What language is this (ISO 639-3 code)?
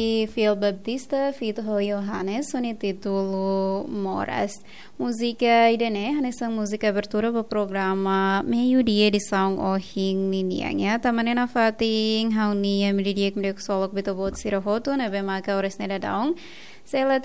tet